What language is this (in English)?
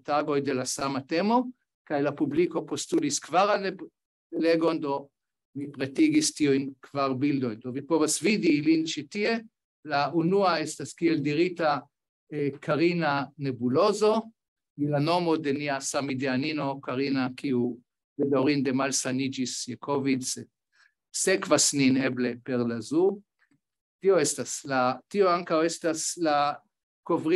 Esperanto